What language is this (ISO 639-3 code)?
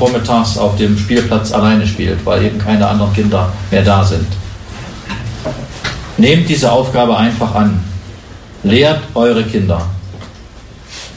deu